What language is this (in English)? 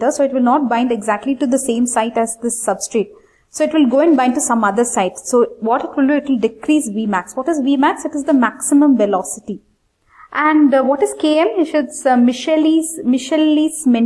English